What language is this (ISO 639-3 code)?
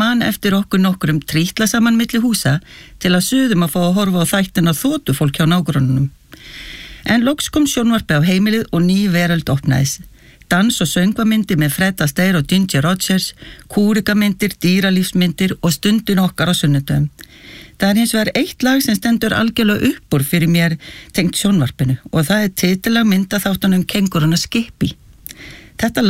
isl